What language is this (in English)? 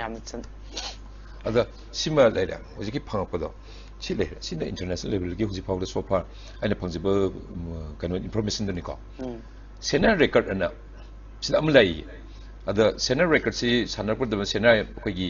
Manipuri